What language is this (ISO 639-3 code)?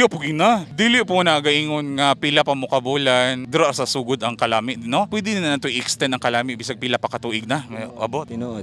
ceb